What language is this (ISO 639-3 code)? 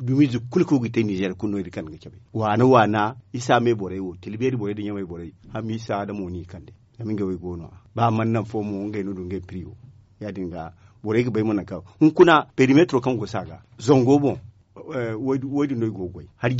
dje